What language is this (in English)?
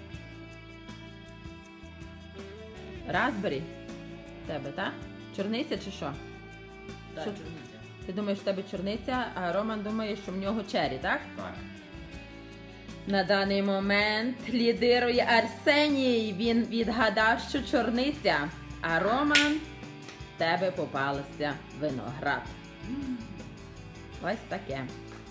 Ukrainian